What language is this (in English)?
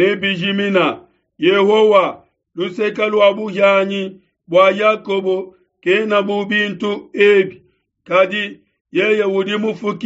Luba-Lulua